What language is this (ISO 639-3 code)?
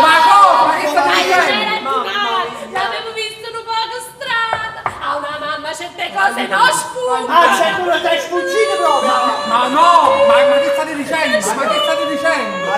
nap